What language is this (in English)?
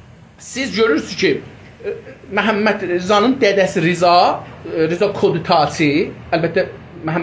South Azerbaijani